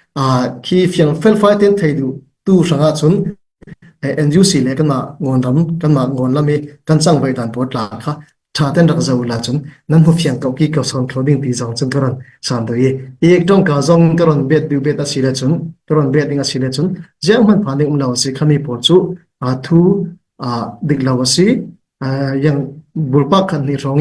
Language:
Falam Chin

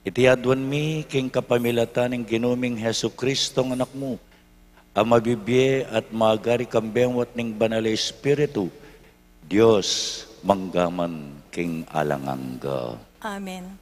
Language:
Pampanga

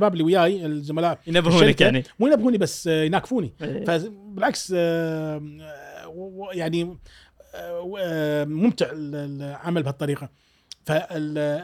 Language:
Gulf Arabic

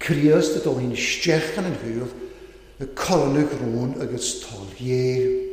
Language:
Welsh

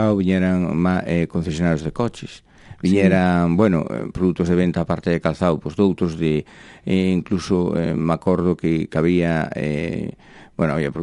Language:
Galician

